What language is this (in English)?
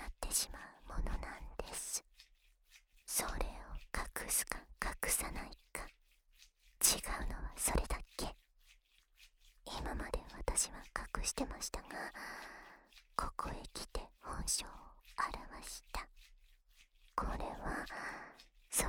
Japanese